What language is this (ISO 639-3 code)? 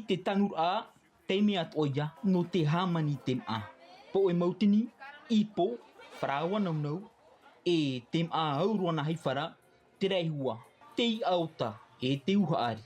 tah